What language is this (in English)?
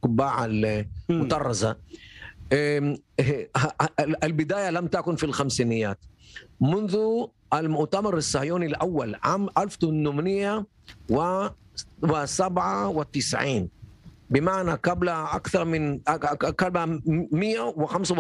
Arabic